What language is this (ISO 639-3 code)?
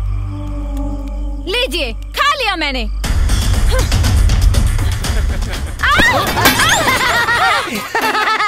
bho